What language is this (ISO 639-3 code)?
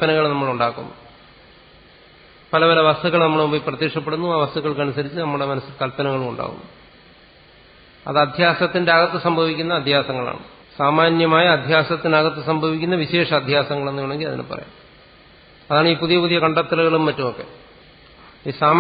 mal